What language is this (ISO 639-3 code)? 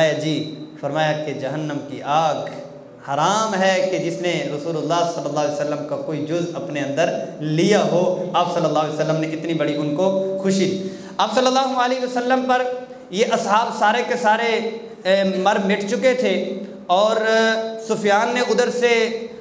urd